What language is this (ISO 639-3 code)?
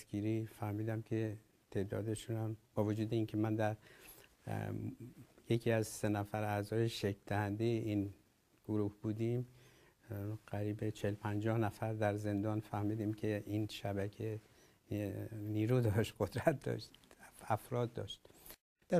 fas